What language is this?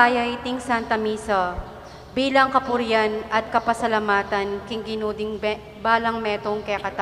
Pampanga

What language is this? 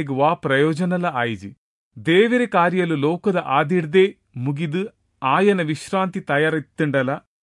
Tulu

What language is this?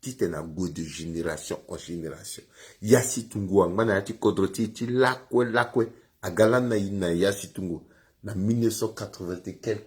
Sango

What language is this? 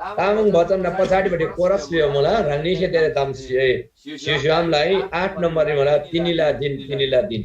Eastern Tamang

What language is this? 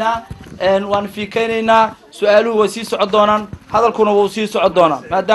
Somali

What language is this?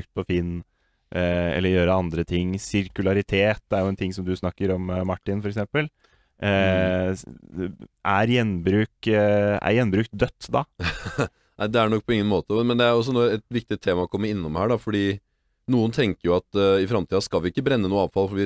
Norwegian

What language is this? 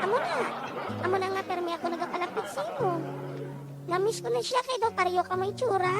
Hiligaynon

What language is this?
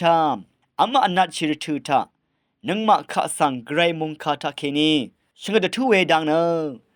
Rawang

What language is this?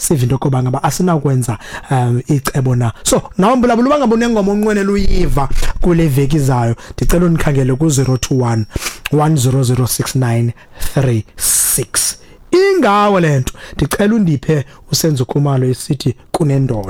Xhosa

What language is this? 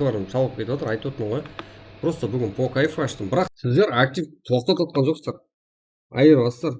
Kara-Kalpak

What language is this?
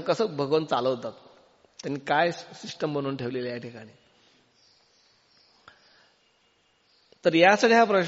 Marathi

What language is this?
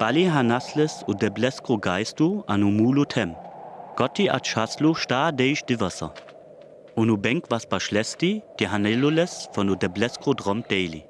Sinte Romani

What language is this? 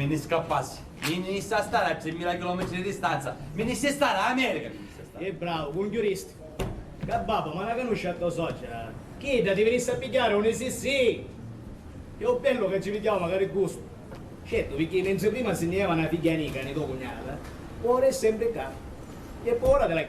Sicilian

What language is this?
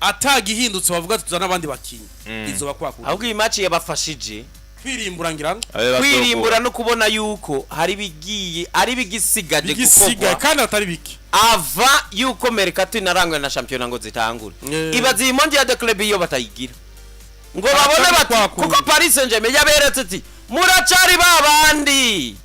Rundi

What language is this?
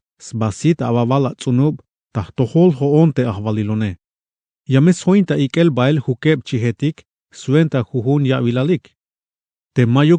Tzeltal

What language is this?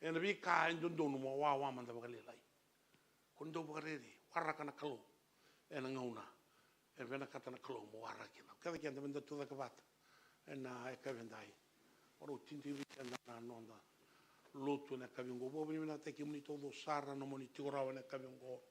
Fijian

